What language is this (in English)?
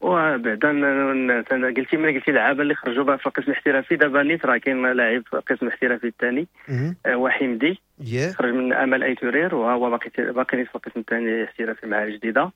Moroccan Arabic